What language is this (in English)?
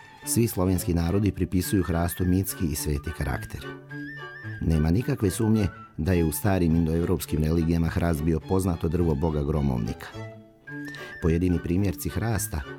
Serbian